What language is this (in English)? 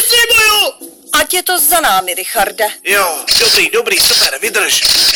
Czech